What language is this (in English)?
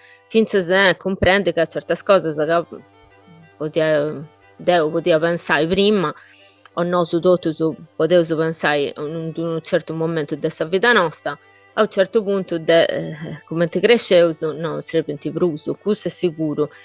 Sardinian